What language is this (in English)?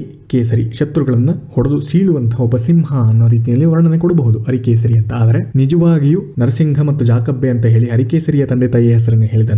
Kannada